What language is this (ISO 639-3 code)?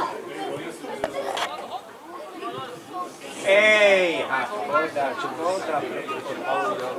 slk